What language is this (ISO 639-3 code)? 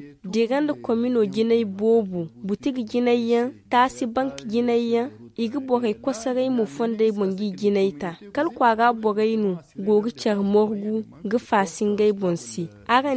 dje